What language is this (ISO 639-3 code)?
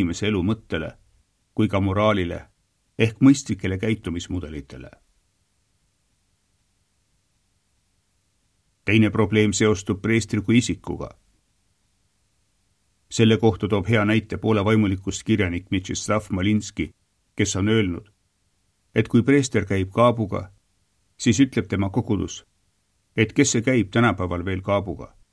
est